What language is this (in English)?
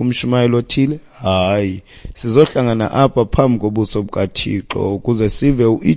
Xhosa